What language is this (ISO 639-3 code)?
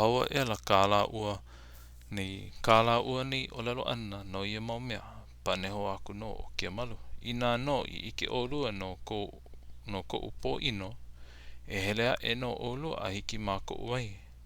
haw